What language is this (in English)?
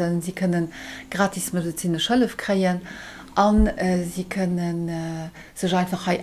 Luxembourgish